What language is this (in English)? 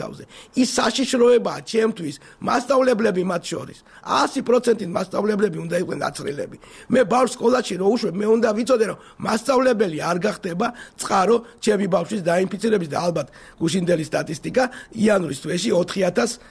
Georgian